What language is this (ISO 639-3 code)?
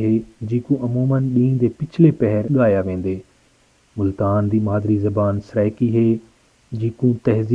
skr